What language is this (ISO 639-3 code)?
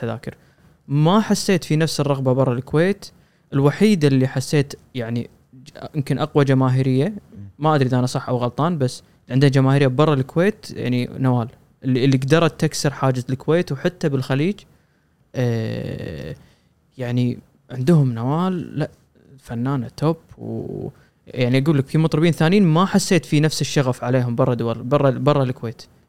afb